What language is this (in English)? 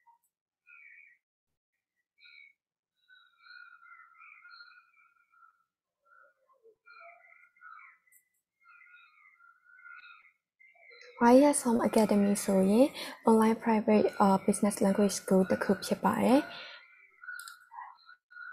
Burmese